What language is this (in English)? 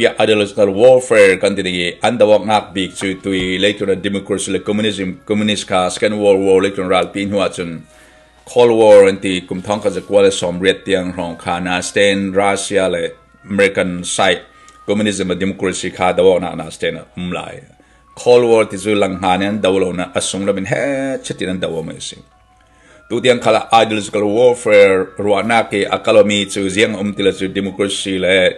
Falam Chin